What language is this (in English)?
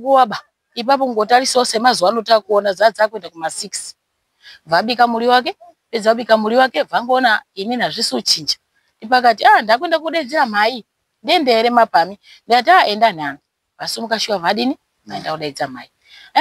Shona